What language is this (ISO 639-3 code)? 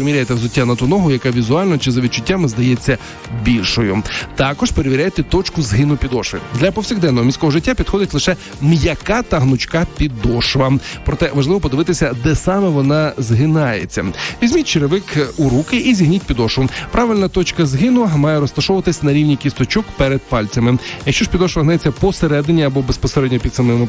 ukr